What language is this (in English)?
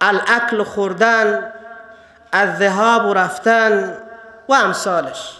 Persian